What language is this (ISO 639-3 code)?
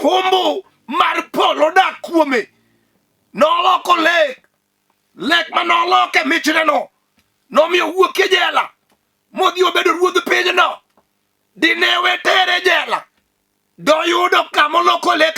luo